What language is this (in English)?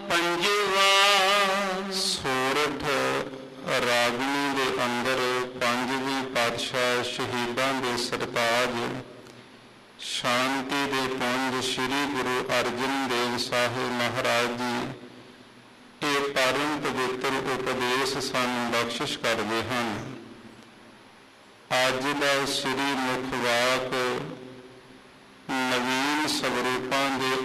Punjabi